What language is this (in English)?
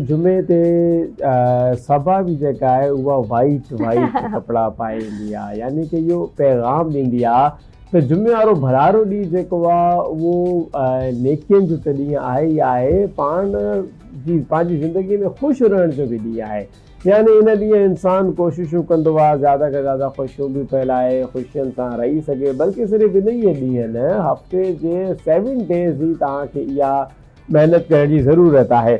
Sindhi